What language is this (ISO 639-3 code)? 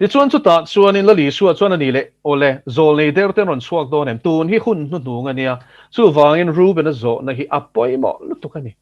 lus